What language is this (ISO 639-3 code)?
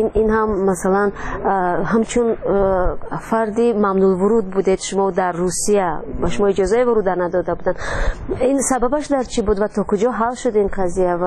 fas